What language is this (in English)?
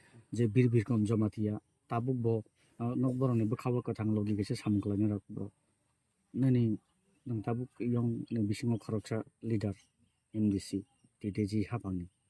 Kok Borok